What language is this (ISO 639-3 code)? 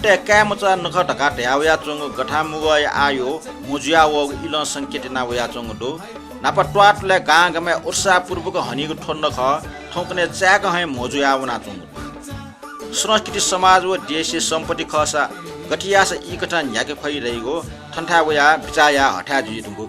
new